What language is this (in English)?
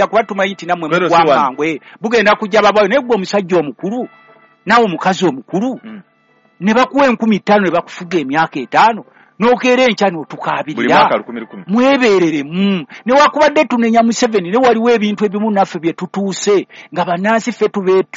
Ganda